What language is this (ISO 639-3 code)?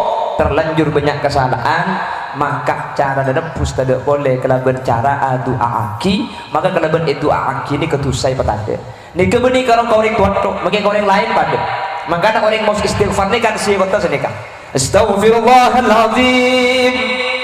mad